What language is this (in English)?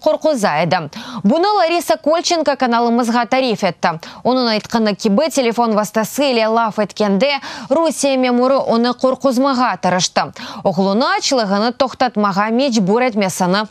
Crimean Tatar